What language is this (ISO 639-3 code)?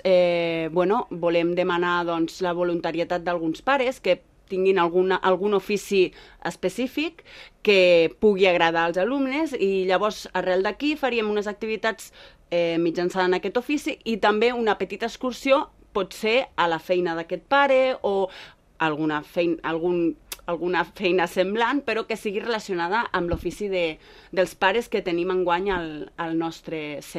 cat